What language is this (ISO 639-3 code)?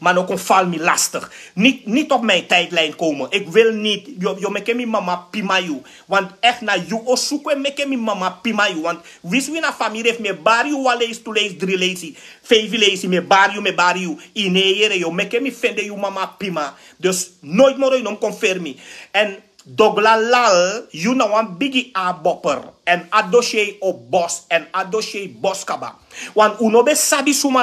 srn